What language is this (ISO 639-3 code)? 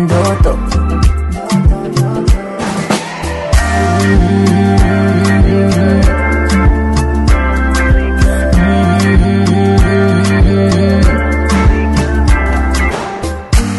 kin